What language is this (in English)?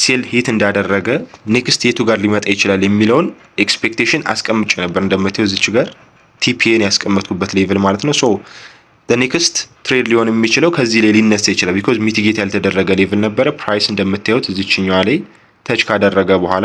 Amharic